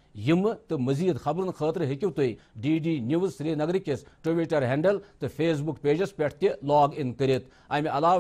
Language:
Kashmiri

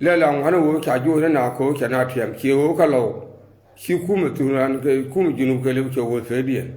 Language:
Nuer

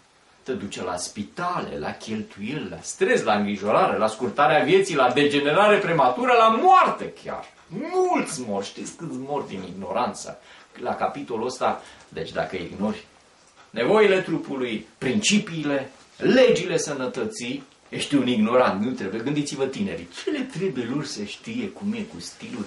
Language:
Romanian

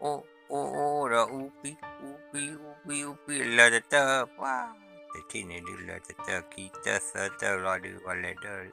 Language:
S'gaw Karen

